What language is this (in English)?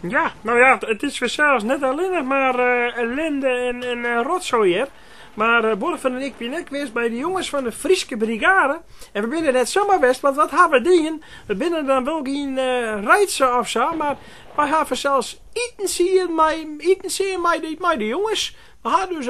Western Frisian